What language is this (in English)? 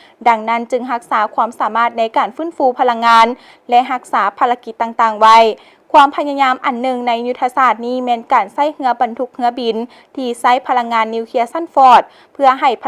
Lao